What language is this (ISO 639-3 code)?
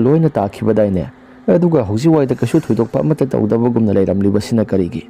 mni